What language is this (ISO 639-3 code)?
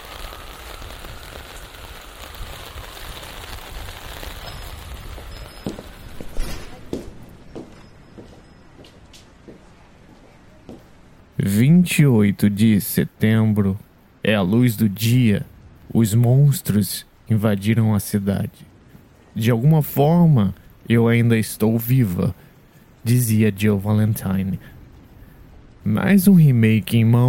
por